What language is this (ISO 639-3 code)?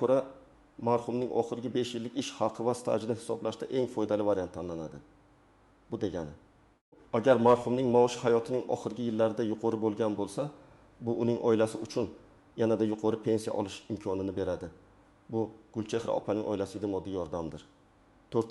uzb